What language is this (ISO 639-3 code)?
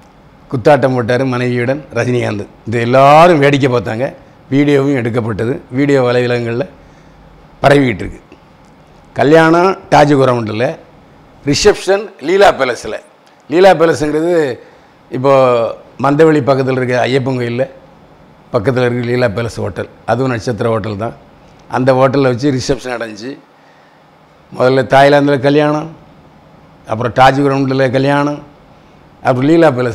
tam